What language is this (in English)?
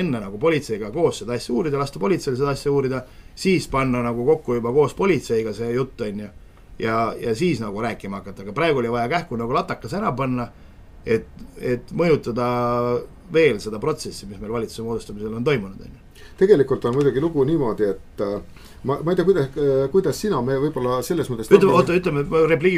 Estonian